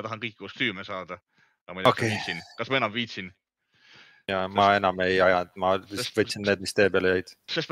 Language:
Estonian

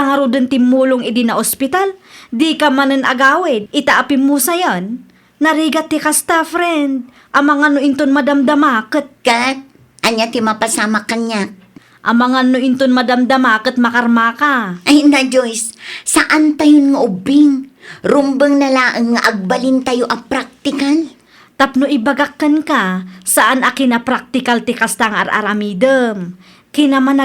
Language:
Iloko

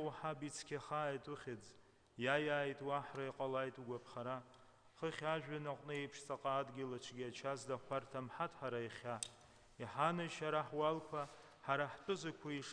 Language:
Abkhazian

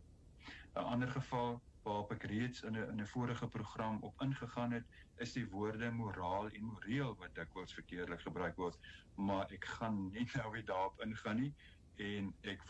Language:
Afrikaans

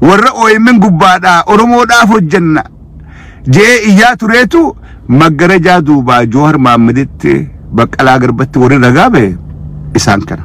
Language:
Oromo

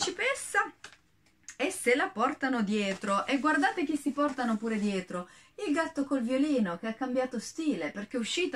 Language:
Italian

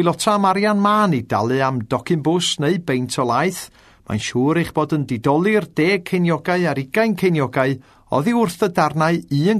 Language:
Welsh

